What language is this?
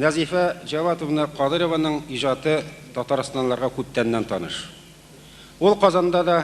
Tatar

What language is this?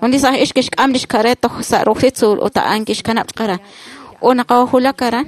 Kekchí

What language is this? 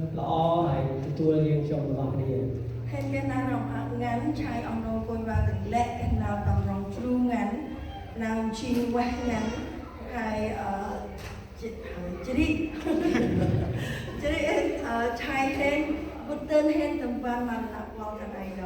Central Mnong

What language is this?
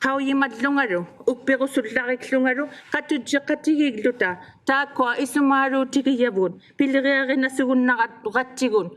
Inuktitut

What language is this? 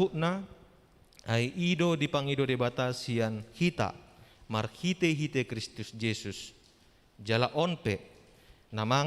Batak Toba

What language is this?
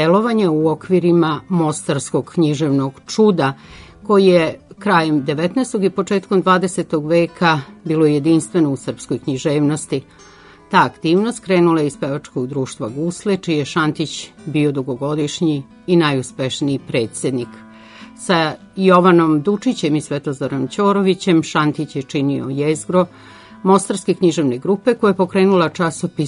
Serbian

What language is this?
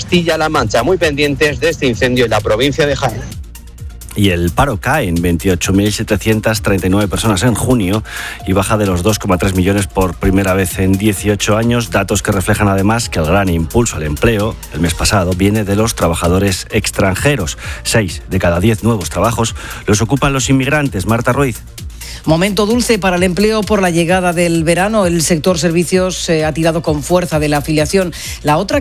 Spanish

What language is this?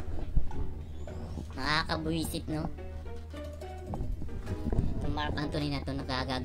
Filipino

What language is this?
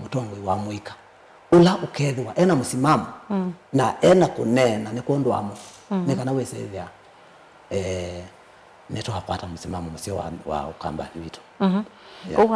Kamba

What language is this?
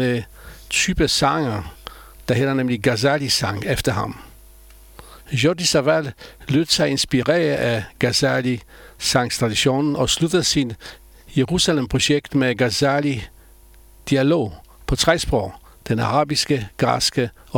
Danish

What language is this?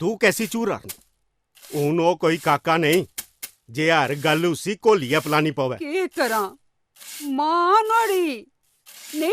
Dogri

